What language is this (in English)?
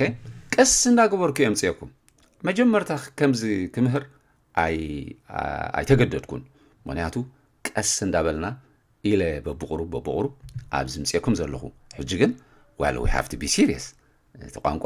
Tigrinya